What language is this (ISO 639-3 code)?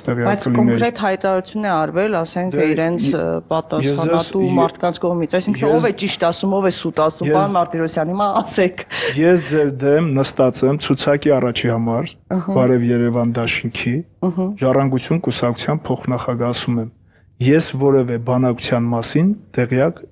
hye